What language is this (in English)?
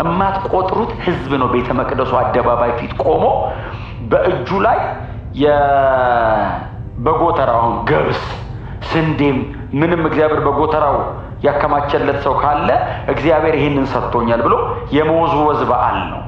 Amharic